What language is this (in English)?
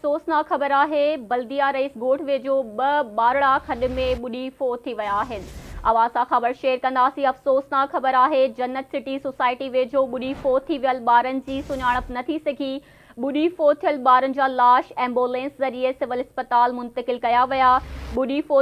Sindhi